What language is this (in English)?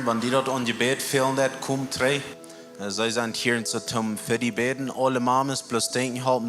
Plautdietsch